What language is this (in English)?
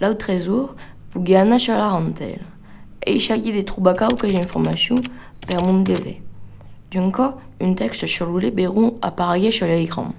Occitan